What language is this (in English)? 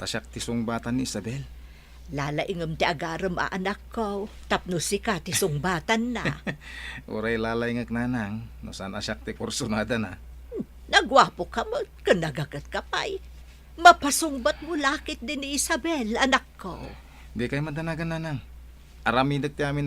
Iloko